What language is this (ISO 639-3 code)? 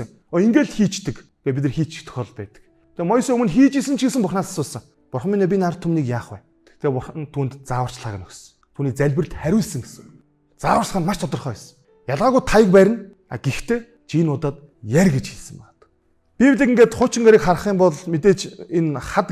mon